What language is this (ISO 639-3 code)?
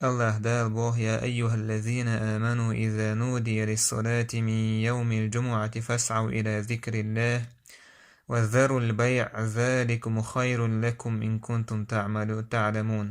che